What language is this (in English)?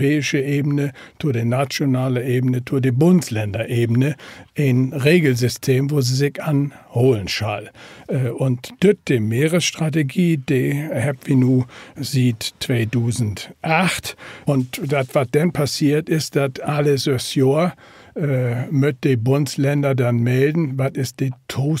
Low German